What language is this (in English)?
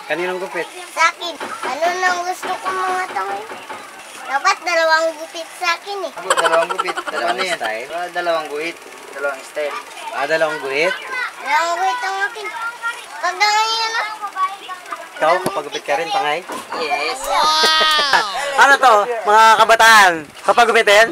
Filipino